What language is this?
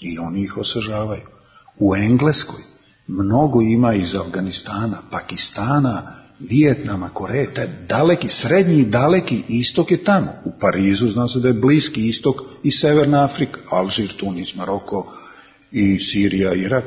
Serbian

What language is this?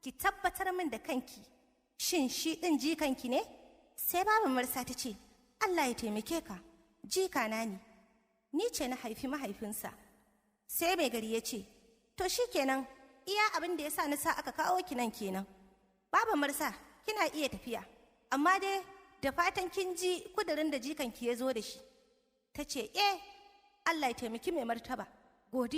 Hausa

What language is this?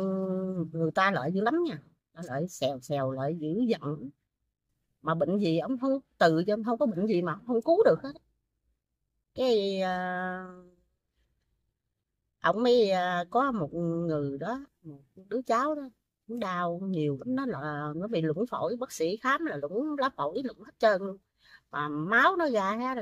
Vietnamese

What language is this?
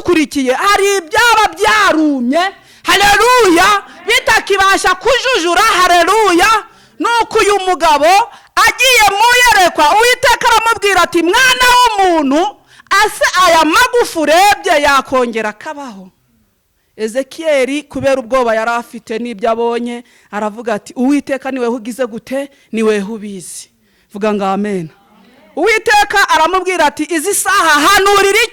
Kinyarwanda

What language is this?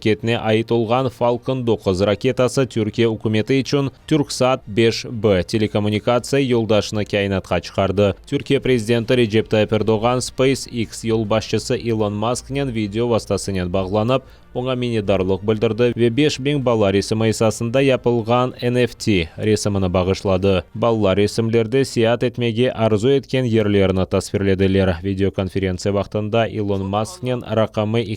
Crimean Tatar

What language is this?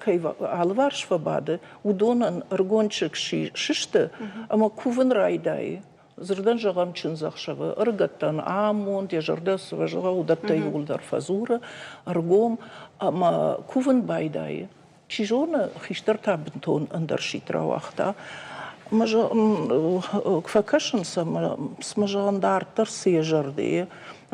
Ossetic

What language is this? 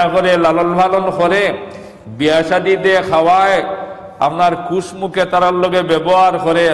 Sylheti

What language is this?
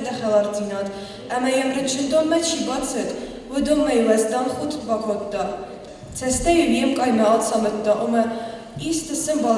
Ossetic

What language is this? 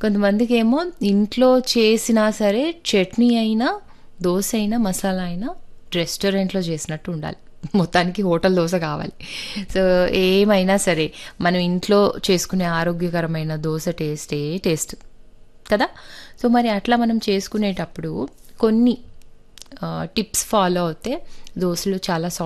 Telugu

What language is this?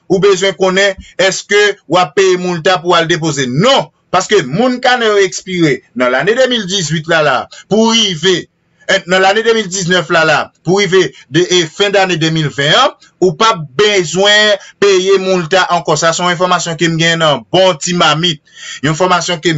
Haitian Creole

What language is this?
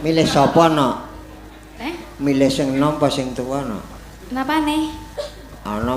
Javanese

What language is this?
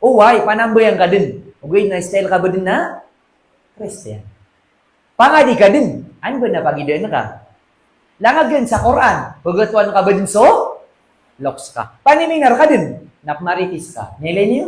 Maranao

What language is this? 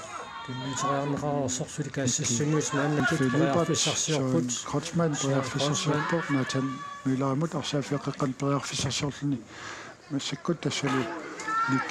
Kalaallisut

